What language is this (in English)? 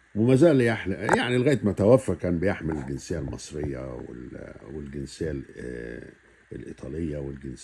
Egyptian Arabic